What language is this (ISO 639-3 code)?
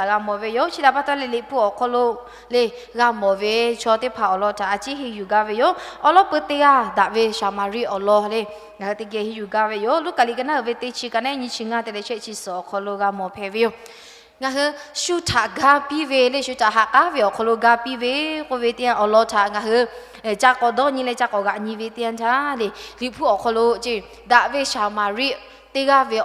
lhu